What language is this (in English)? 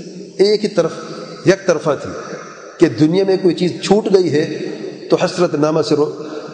Urdu